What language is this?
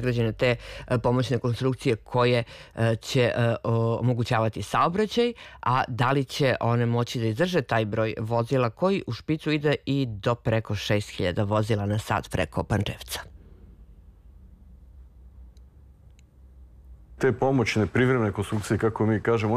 Serbian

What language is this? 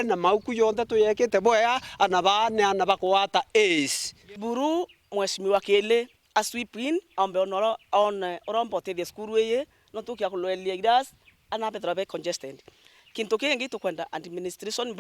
Meru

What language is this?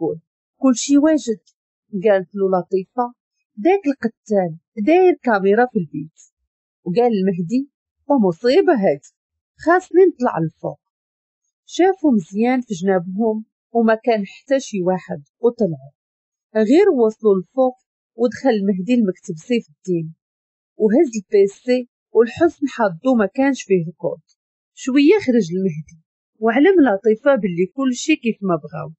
Moroccan Arabic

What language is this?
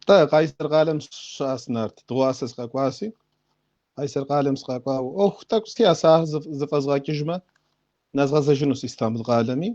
Kabardian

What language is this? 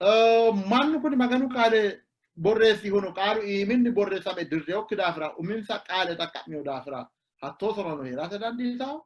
Sidamo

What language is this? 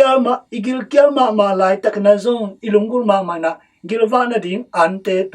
Tedim Chin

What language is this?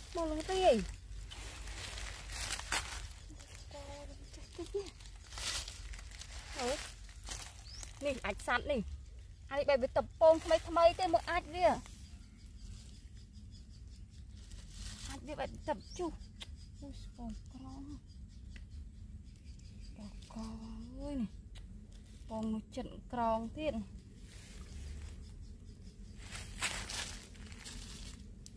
Vietnamese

